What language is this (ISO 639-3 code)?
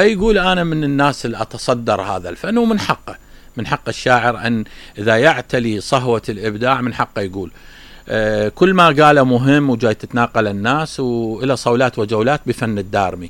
acm